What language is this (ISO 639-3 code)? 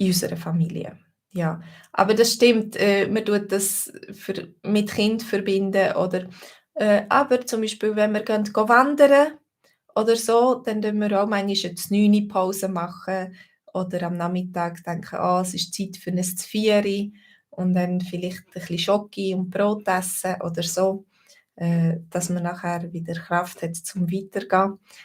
gsw